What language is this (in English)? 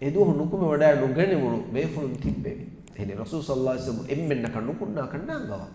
Divehi